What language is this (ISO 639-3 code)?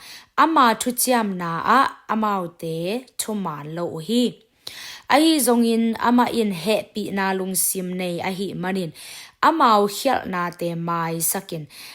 ctd